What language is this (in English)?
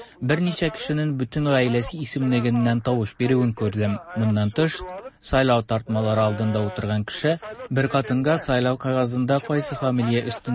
Tatar